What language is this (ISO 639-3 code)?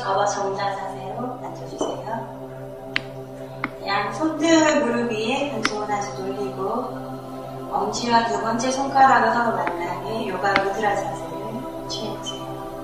kor